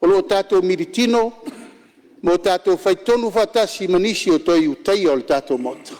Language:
Samoan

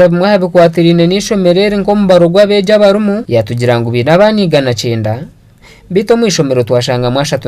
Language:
Nyankole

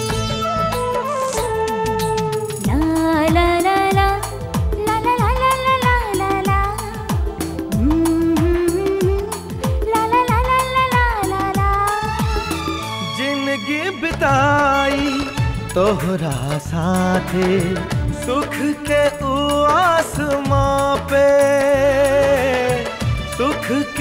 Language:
Bhojpuri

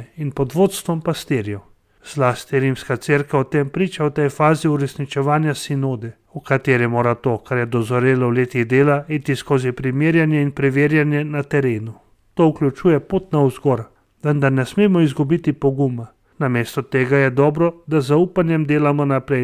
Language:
Slovenian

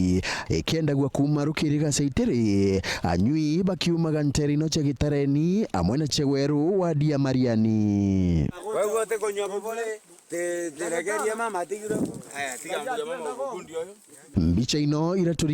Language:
Meru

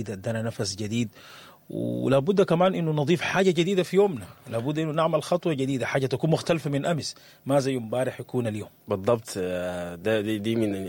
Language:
Sudanese Arabic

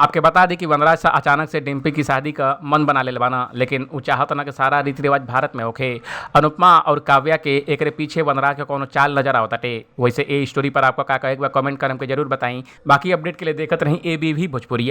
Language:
Bhojpuri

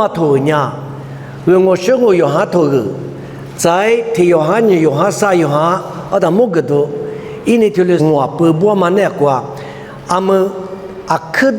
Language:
Lisu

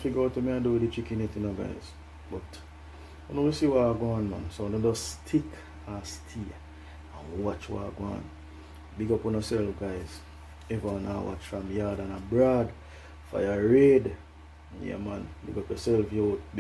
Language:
Jamaican Creole English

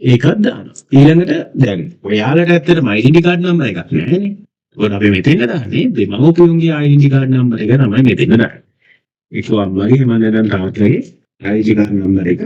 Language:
Sinhala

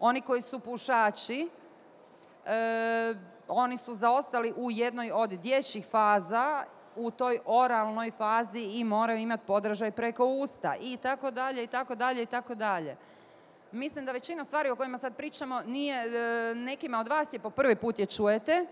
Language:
Bosnian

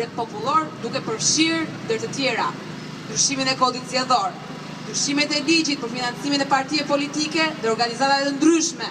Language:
Albanian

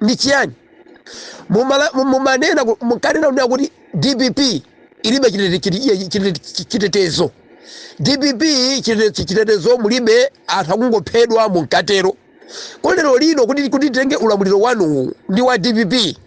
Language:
Nyanja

